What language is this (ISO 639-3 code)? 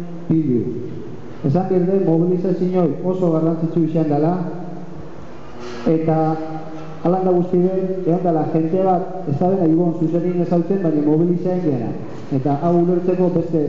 eus